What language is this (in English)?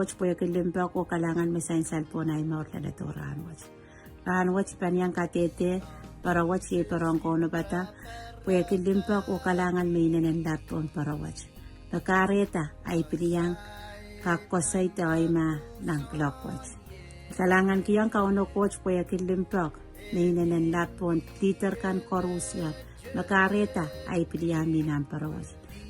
Pohnpeian